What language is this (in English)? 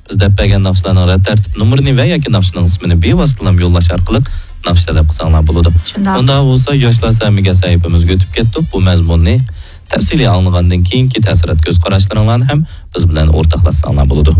Uyghur